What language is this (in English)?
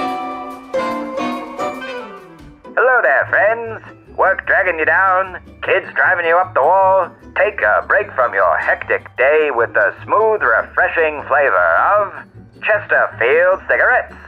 English